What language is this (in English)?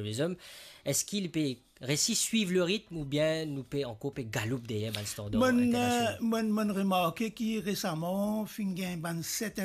Morisyen